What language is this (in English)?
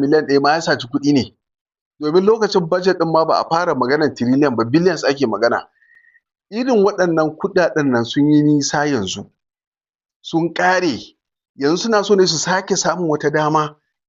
Hausa